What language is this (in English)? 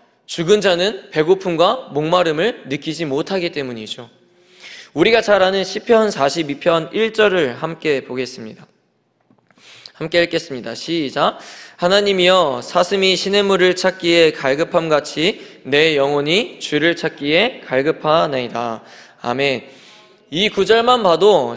Korean